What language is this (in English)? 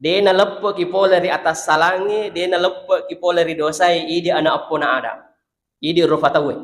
Buginese